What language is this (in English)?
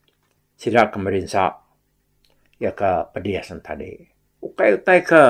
Iban